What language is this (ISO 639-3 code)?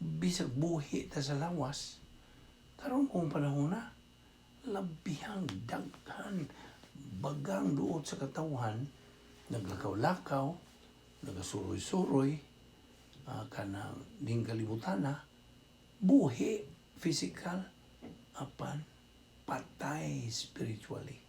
ceb